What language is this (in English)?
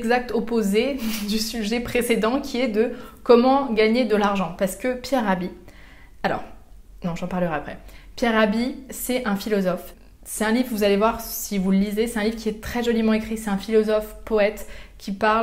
French